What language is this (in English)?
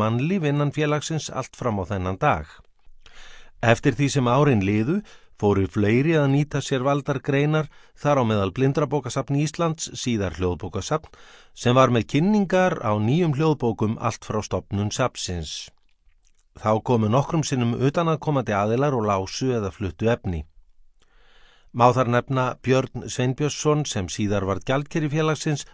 Icelandic